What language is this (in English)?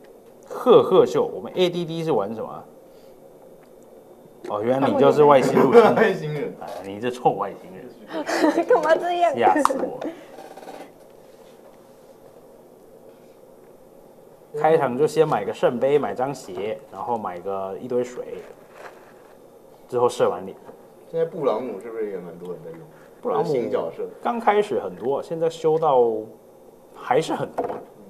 Chinese